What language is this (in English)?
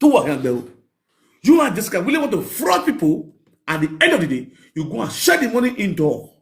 Nigerian Pidgin